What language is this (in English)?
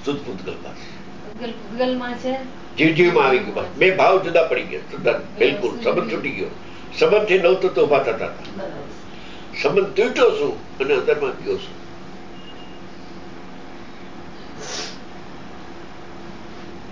Gujarati